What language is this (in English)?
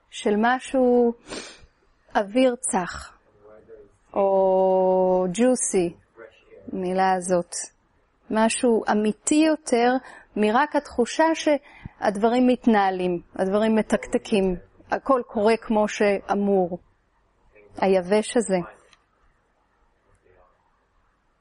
Hebrew